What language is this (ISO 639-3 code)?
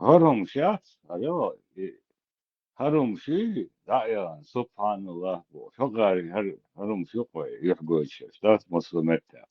che